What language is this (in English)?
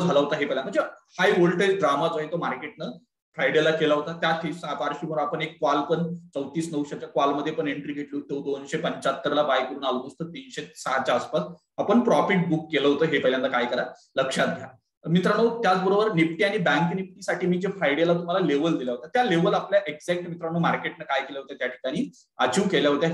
Marathi